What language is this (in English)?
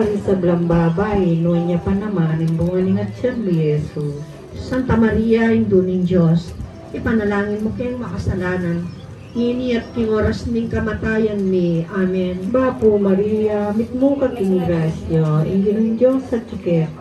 Pampanga